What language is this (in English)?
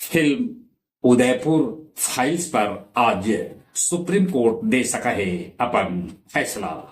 Magahi